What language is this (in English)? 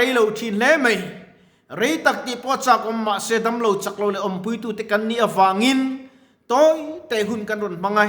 Mizo